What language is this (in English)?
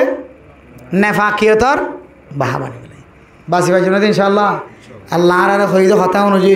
Rohingya